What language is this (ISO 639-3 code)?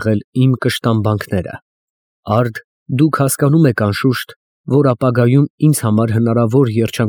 hye